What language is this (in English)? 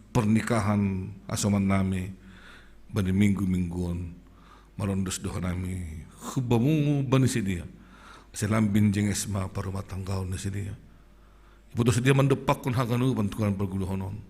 Batak Simalungun